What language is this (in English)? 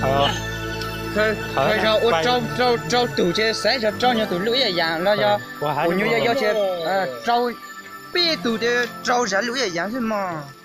Hmong